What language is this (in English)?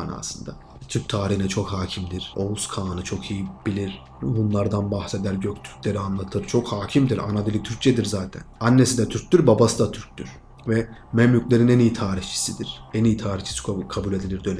Turkish